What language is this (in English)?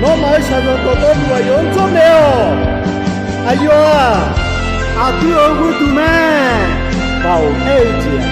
Akha